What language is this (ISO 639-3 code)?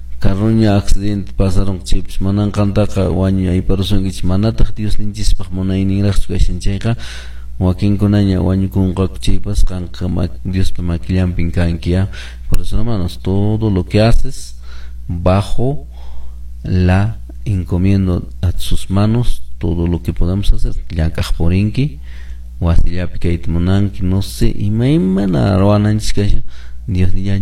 que